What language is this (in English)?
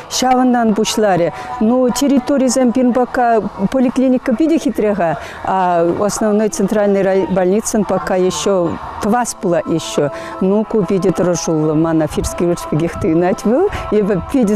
Chuvash